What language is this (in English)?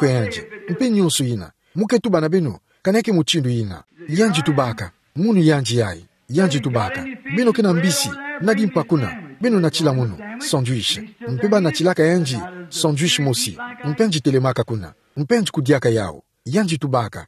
Kituba (Democratic Republic of Congo)